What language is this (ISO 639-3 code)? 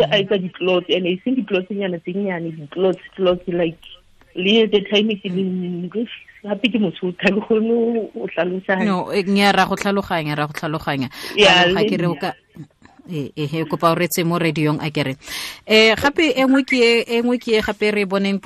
tsn